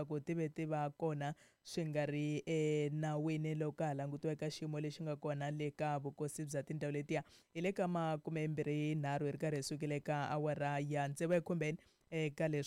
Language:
Tsonga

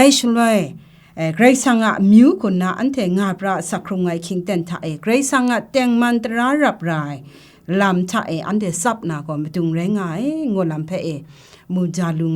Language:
Kachin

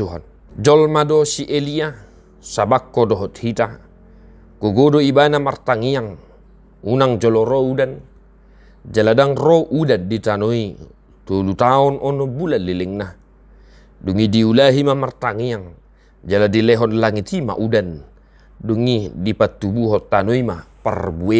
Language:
Batak Toba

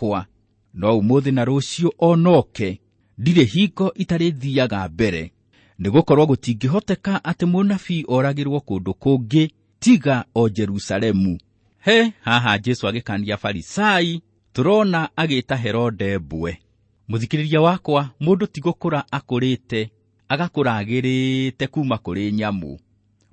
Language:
Kikuyu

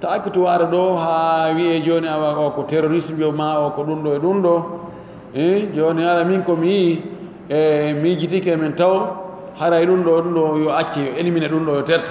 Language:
Pular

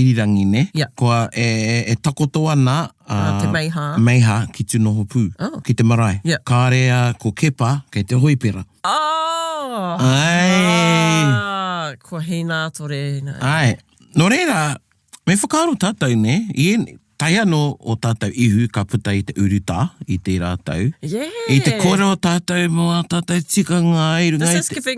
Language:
Māori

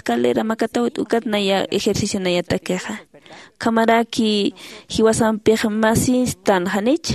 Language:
Aymara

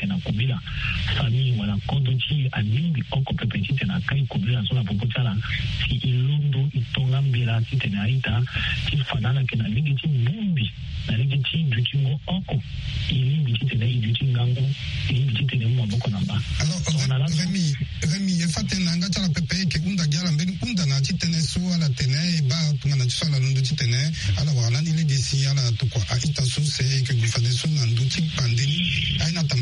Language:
Sango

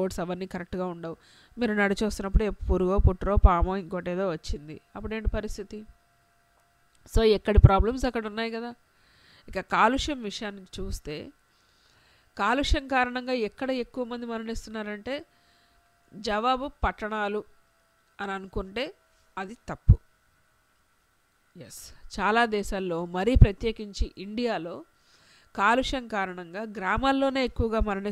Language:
Telugu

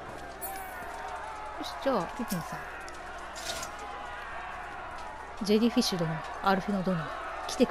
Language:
Japanese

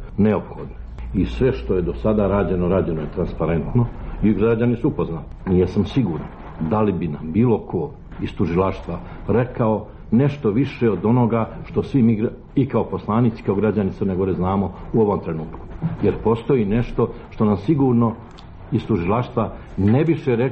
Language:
Serbian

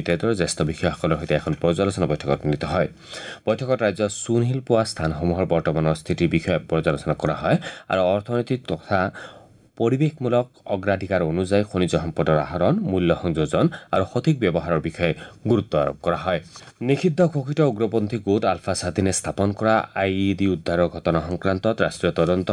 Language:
Assamese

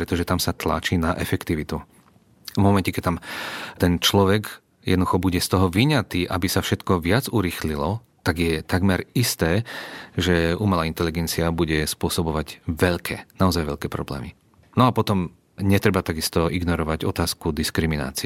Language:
Slovak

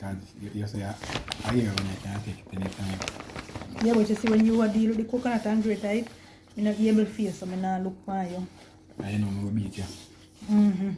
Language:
Jamaican Creole English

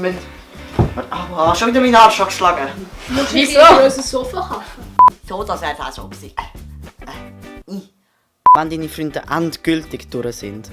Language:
Swiss German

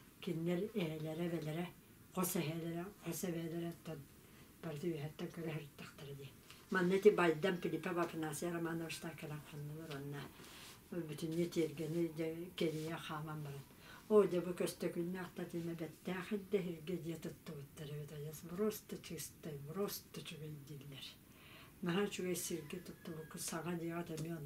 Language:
Yakut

